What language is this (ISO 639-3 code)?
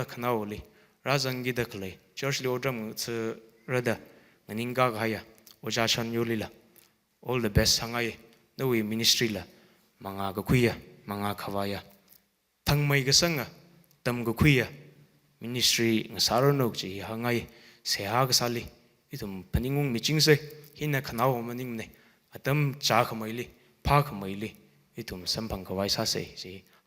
nmf